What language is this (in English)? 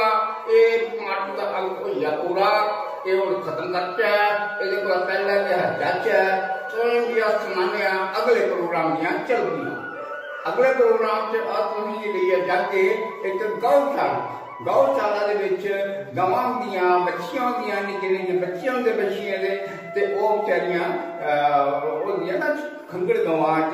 Dogri